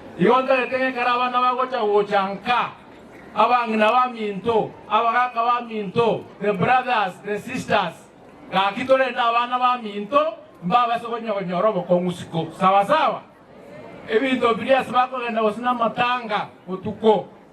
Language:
Gusii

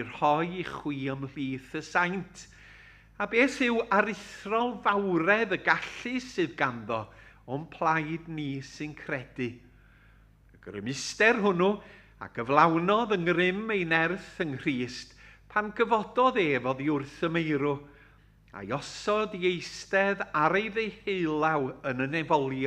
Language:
Welsh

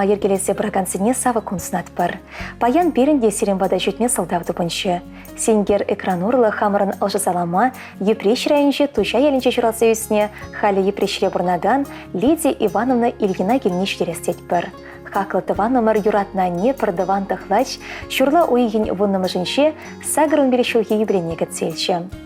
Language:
Chuvash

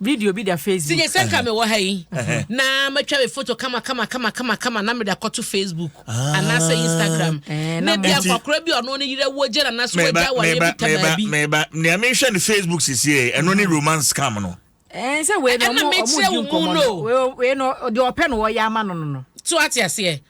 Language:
Akan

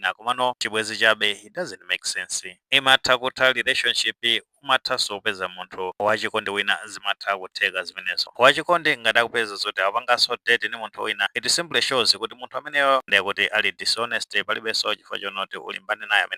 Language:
Nyanja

